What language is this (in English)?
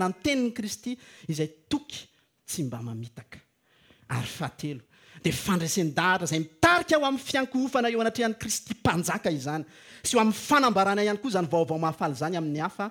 Malagasy